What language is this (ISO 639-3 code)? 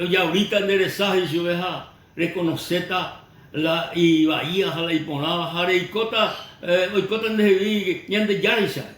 grn